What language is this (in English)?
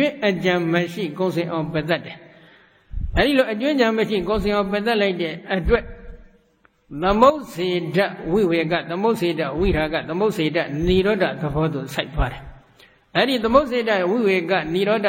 Burmese